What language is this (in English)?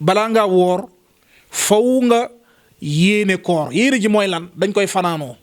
Wolof